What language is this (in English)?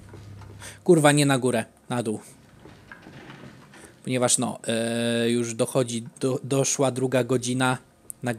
Polish